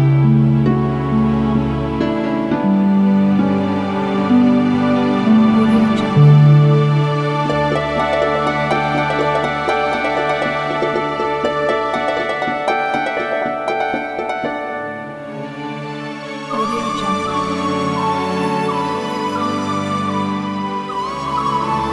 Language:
Malay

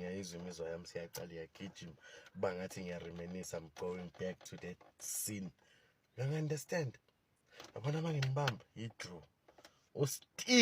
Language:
Zulu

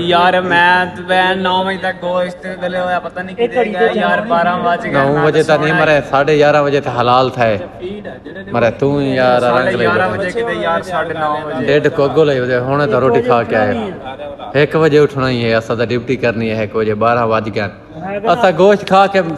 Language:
Saraiki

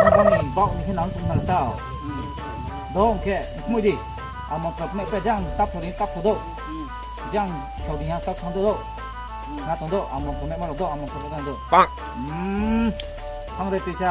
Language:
Riang (India)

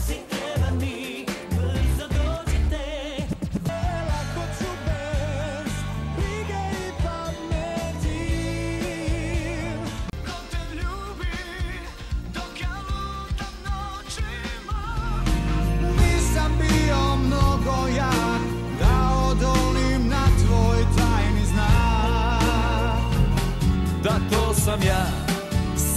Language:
Bosnian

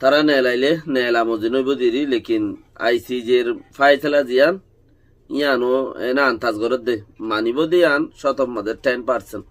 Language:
Rohingya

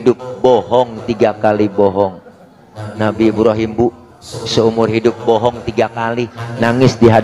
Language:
Betawi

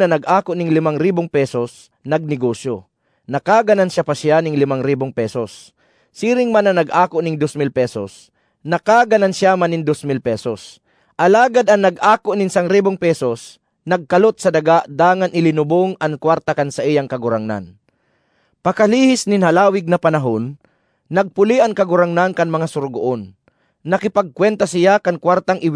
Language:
Bikol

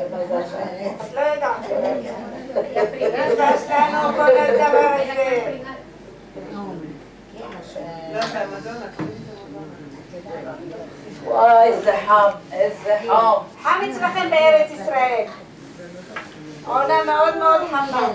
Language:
Hebrew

